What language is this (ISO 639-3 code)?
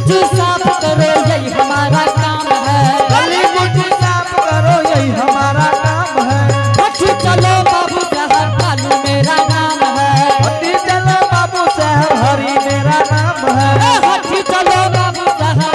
anp